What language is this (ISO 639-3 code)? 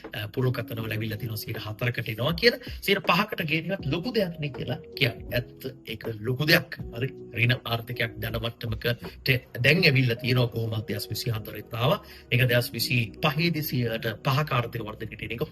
sin